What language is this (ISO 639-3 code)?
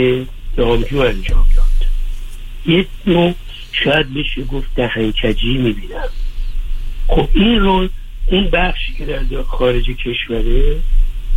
fas